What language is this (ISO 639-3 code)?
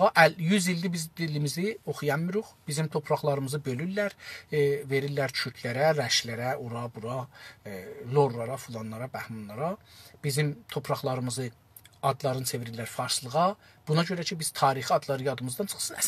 azb